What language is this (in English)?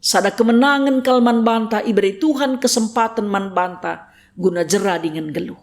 Batak Karo